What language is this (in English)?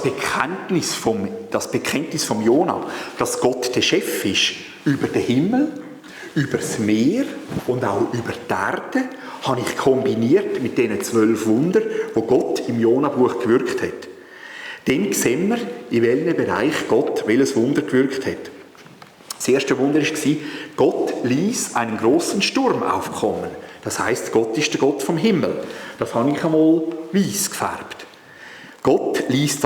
Swiss German